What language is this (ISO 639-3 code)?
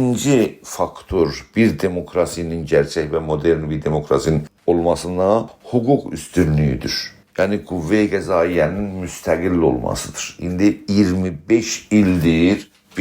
azb